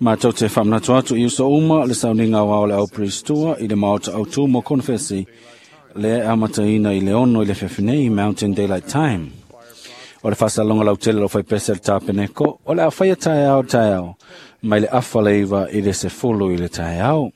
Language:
Samoan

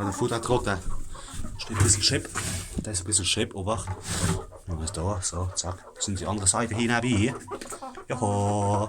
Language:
Palatine German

